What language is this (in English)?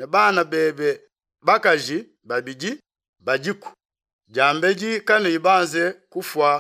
Luba-Lulua